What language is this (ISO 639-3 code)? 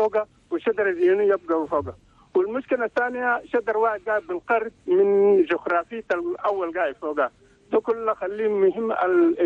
shu